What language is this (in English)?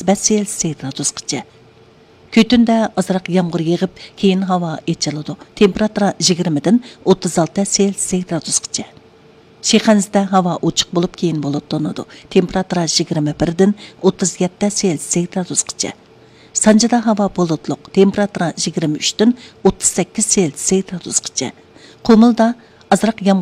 Uyghur